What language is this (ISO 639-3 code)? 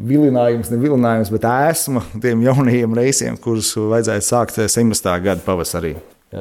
lav